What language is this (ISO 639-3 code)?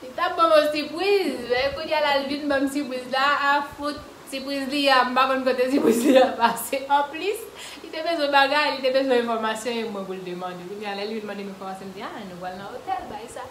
hat